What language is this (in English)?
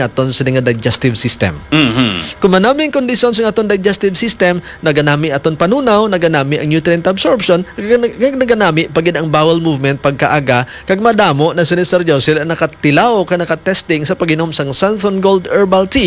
Hiligaynon